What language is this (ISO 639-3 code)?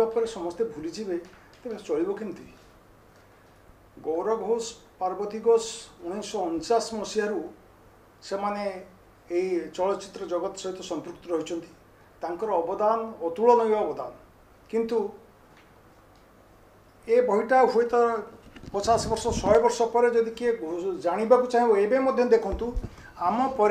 ori